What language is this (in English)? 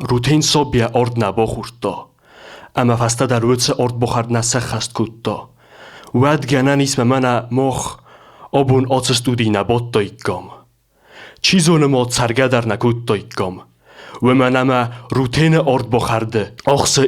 Ossetic